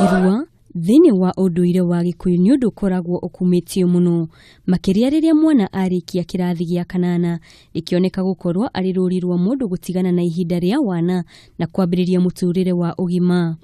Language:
Kikuyu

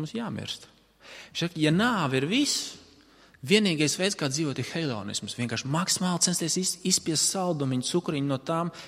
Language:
Latvian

